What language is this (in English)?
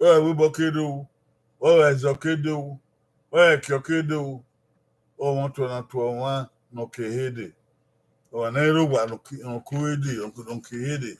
Bini